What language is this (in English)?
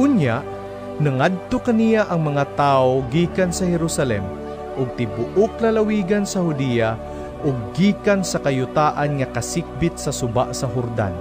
Cebuano